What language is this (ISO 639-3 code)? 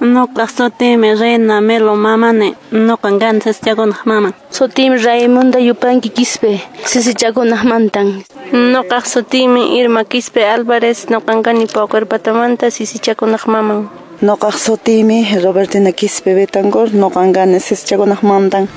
que